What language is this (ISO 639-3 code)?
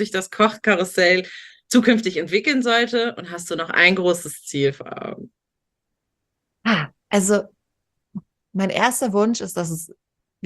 deu